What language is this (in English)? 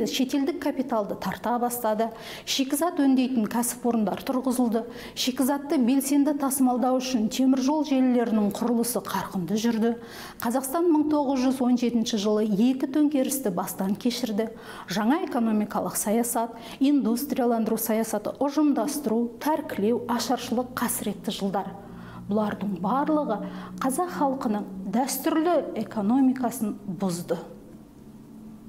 Kazakh